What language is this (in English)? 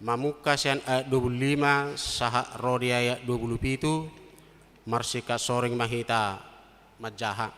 Batak Toba